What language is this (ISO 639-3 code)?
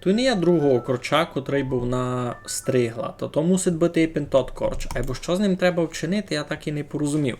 rue